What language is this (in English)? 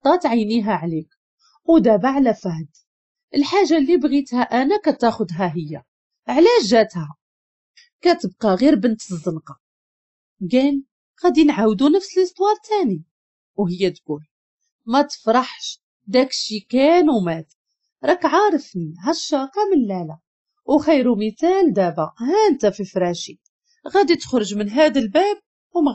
Moroccan Arabic